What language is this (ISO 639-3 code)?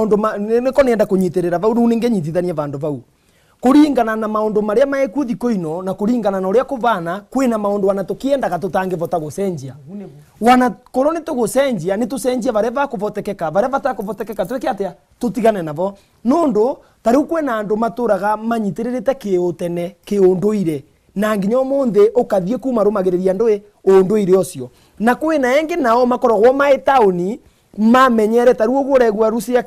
mer